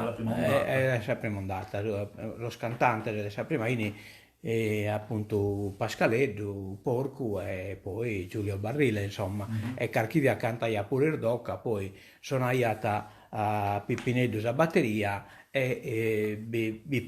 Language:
Sardinian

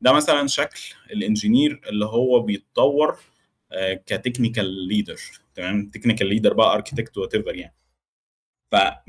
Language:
Egyptian Arabic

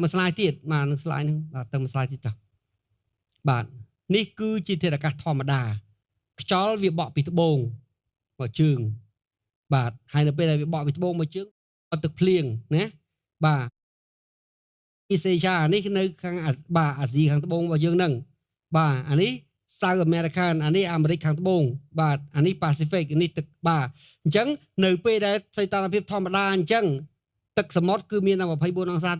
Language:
Khmer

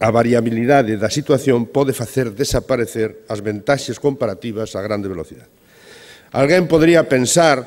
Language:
Galician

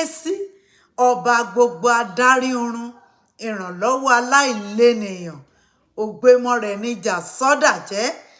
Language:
Yoruba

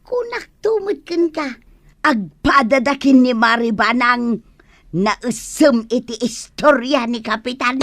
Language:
Iloko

